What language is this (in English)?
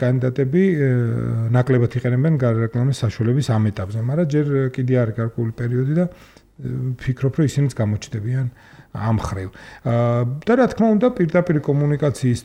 Georgian